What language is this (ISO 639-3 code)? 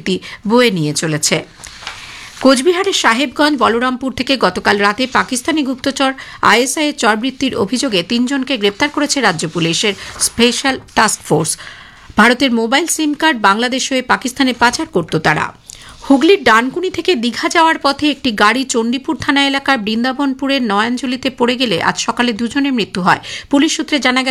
ben